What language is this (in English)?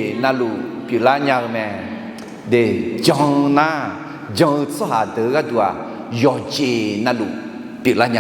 Akha